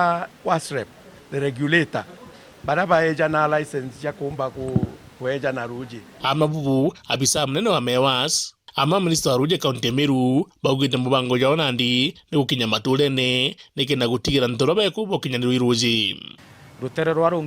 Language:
Meru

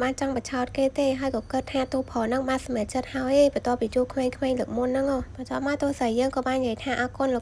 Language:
Khmer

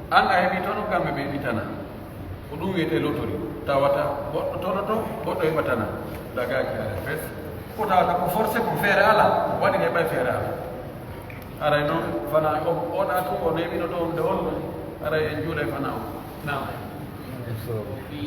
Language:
Pular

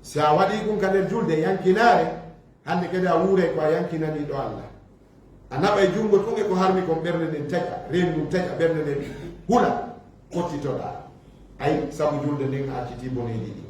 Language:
Fula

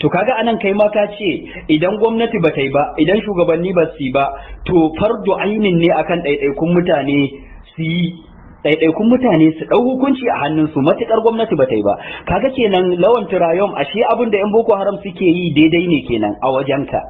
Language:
Hausa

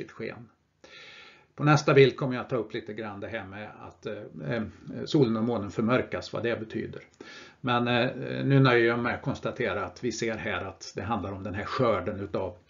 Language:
Swedish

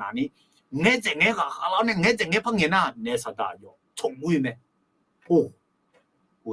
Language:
Akha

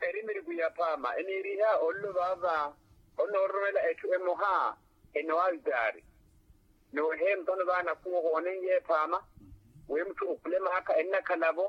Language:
Makhuwa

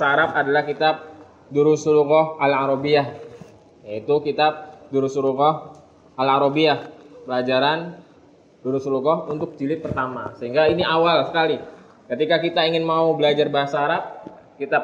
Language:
Indonesian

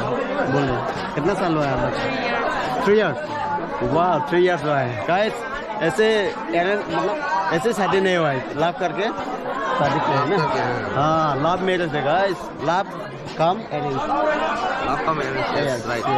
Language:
Dimasa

